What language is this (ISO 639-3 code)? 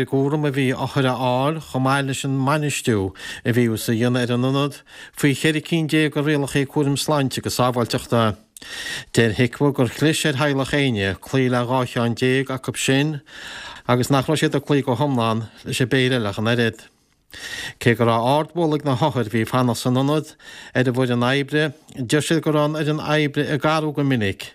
gle